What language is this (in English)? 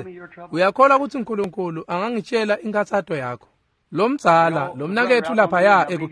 Swati